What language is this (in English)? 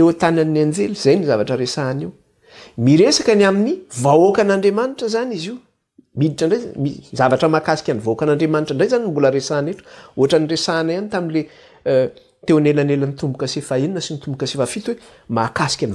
Malagasy